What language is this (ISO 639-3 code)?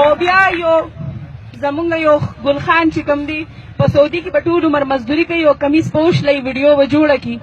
pus